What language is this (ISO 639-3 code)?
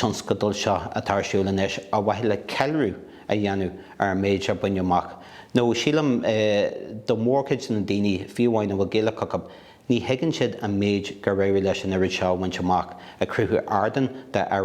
gle